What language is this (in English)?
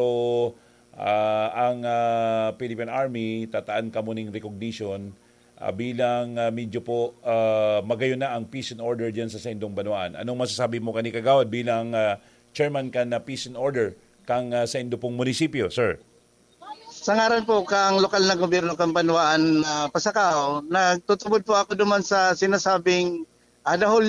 Bikol